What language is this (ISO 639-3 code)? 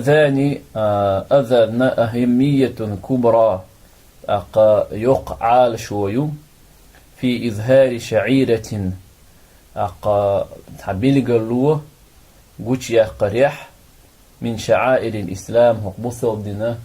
che